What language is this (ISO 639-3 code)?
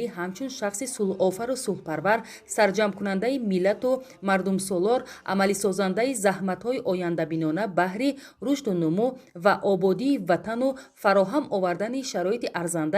tgk